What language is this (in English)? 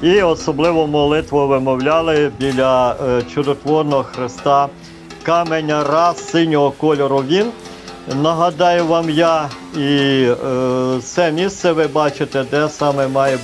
Ukrainian